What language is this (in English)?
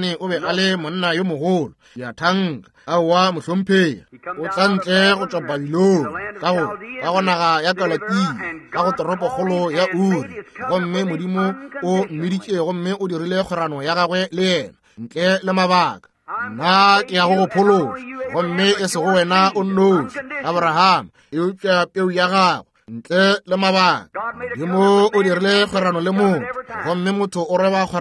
Northern Sotho